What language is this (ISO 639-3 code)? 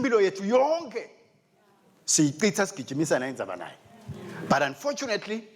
ssw